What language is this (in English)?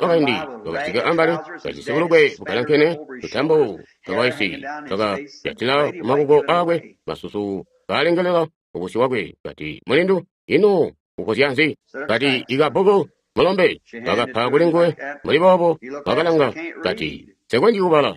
Tonga (Zambia)